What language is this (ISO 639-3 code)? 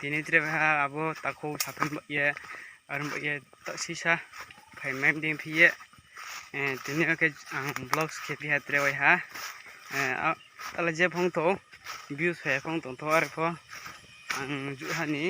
ria